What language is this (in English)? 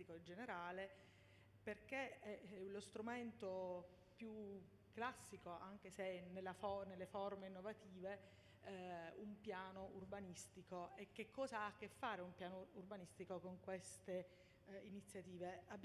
Italian